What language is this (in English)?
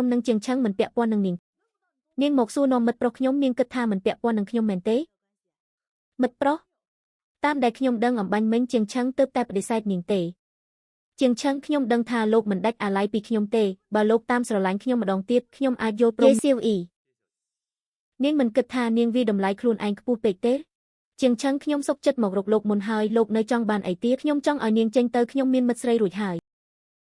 Khmer